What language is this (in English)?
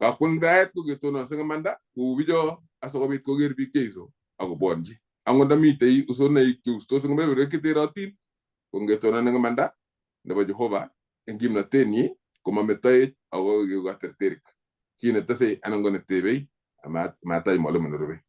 Kalenjin